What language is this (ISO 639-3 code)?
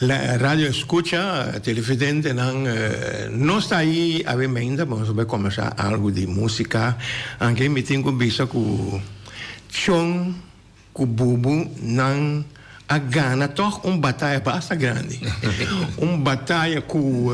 pap